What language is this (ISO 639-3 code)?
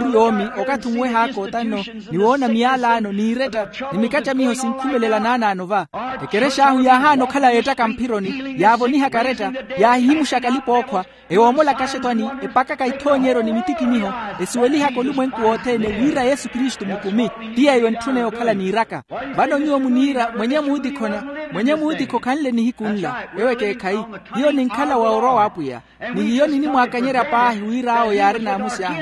vmw